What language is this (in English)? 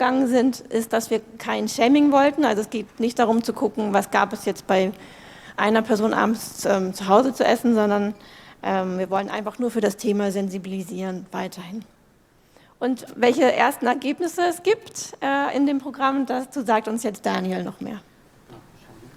German